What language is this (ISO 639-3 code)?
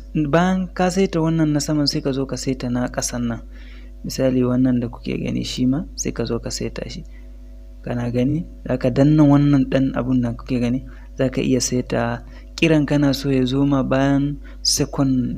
hau